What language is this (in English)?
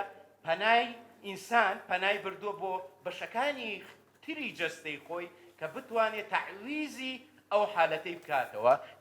Central Kurdish